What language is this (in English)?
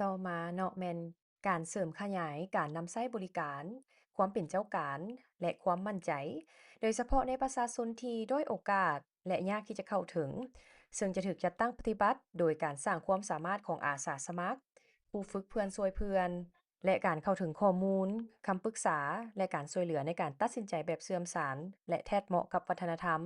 Lao